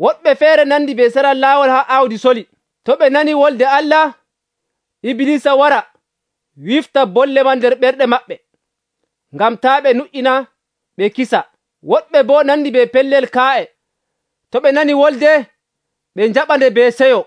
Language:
Nigerian Fulfulde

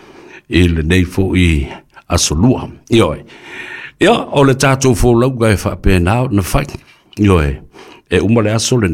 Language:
Samoan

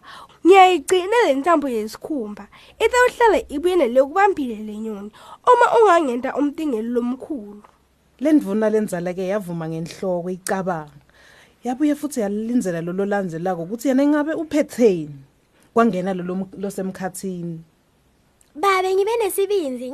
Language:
Swati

